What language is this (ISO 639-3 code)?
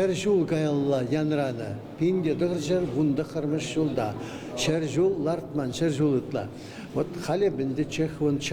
chv